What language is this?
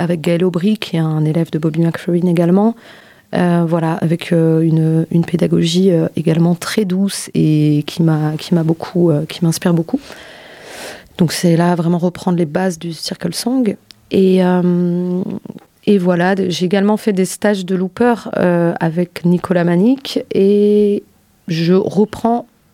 French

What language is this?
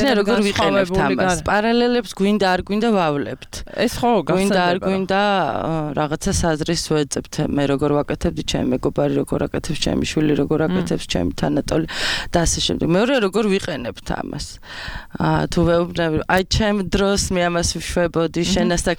Georgian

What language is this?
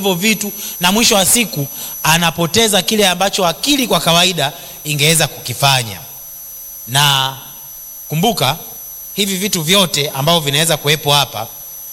Swahili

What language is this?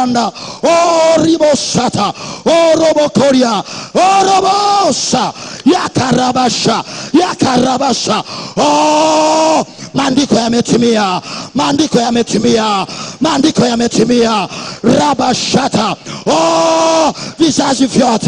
Swahili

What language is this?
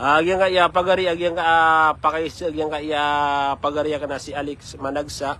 Maranao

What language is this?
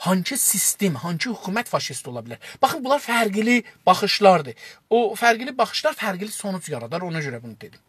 South Azerbaijani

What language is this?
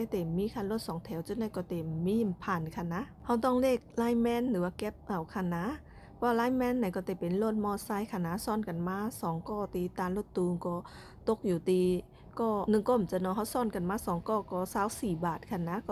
Shan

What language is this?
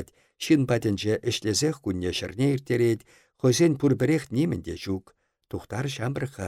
Chuvash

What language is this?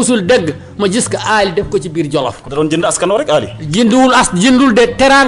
Wolof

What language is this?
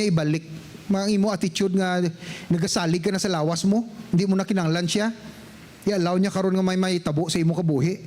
Hiligaynon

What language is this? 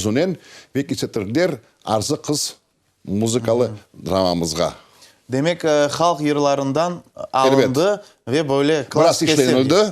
Crimean Tatar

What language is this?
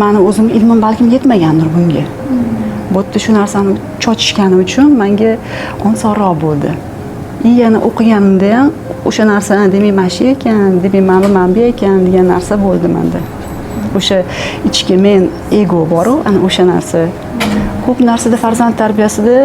Uzbek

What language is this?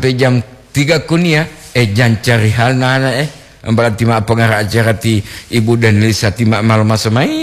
Gorontalo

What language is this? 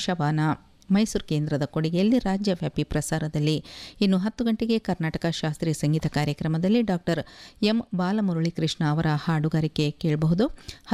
Kannada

